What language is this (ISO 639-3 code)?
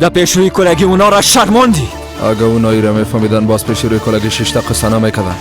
fas